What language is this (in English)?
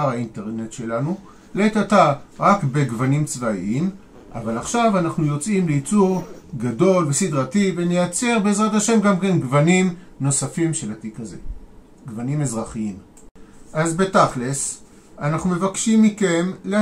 Hebrew